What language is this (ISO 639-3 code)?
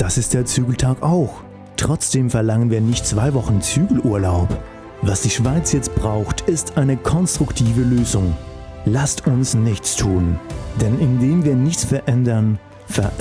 gsw